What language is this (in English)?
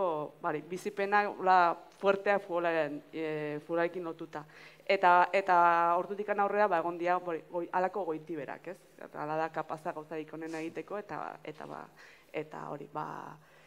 Basque